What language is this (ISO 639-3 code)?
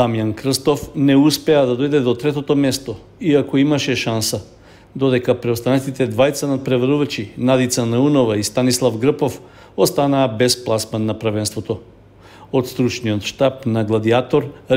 mkd